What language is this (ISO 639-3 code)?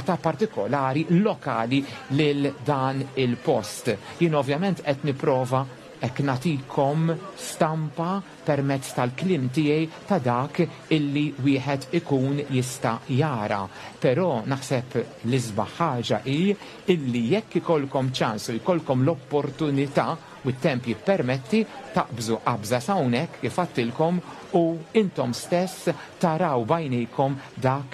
mlt